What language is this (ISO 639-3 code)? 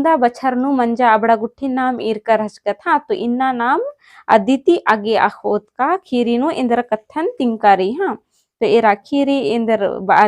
kru